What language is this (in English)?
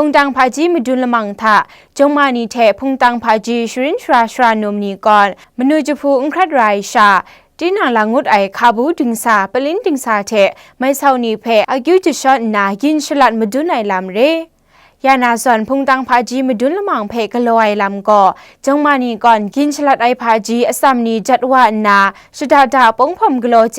Kachin